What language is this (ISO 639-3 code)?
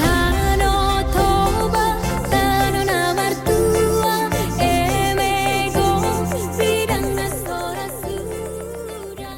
bbc